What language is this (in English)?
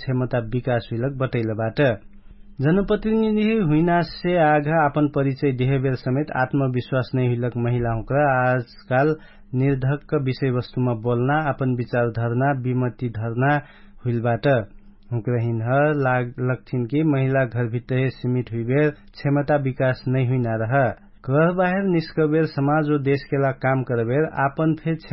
Dangaura Tharu